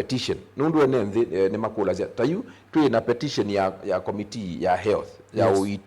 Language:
Kamba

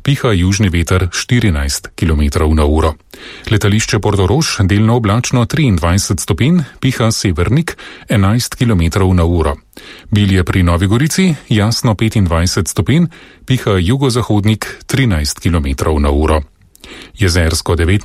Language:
Slovenian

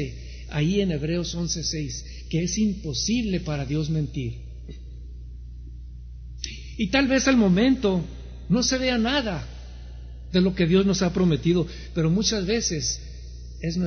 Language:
Spanish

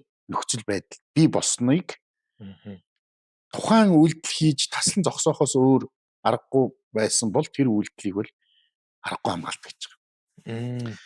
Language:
Mongolian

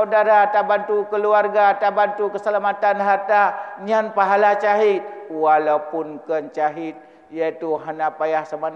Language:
Achinese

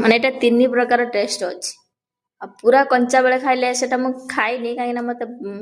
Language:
Odia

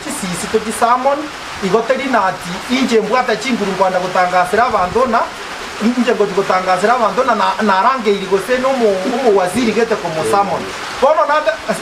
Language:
Gusii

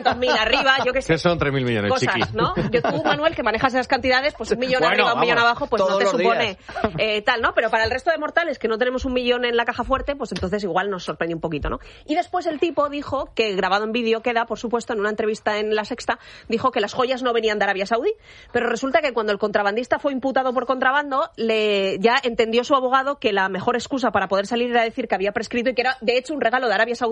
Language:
Spanish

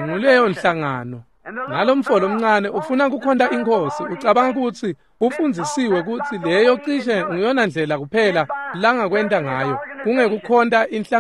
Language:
Swati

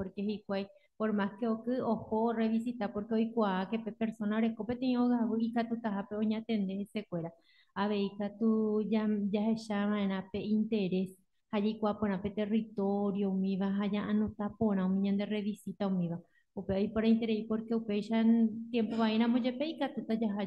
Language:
Guarani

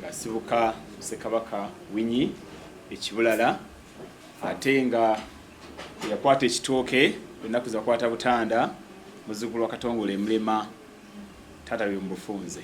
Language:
Ganda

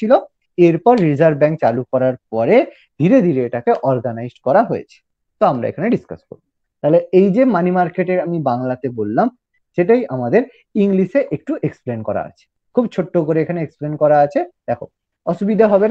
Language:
Bangla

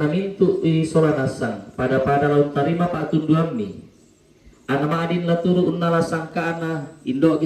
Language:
Toraja-Sa'dan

